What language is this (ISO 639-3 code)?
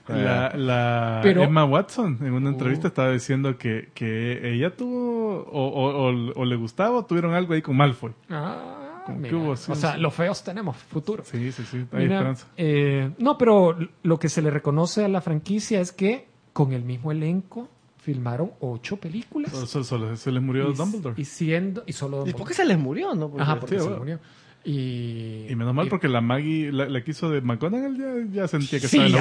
spa